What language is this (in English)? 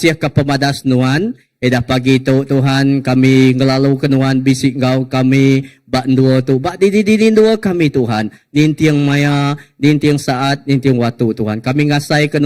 Iban